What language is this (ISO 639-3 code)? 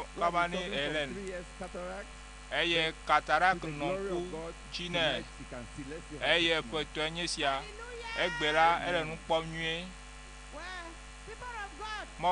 ewe